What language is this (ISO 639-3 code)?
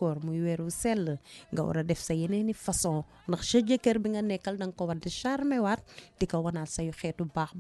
wol